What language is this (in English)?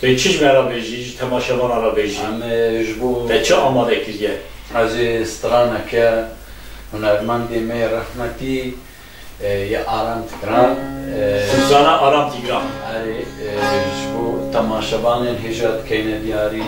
Kurdish